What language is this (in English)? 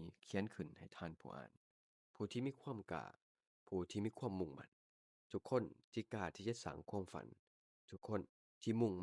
Lao